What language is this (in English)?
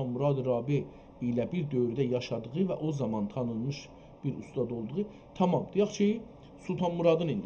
South Azerbaijani